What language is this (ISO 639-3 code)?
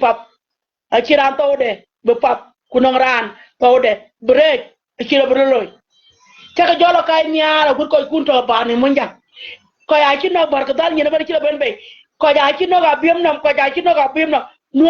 nus